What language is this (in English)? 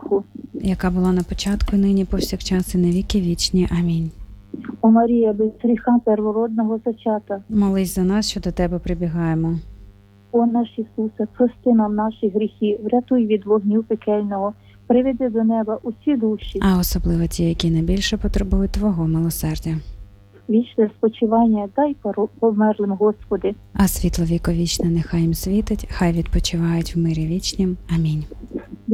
Ukrainian